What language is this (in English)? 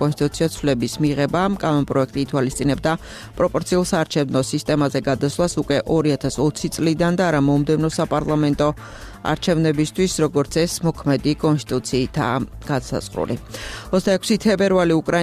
Georgian